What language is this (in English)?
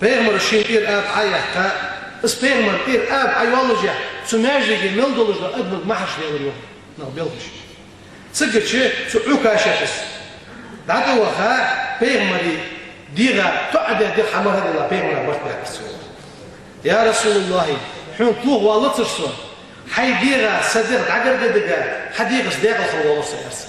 Ingush